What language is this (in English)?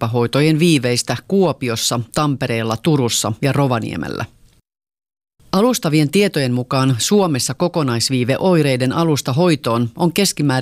Finnish